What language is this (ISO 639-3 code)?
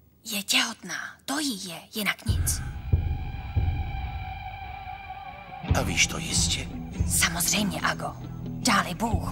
ces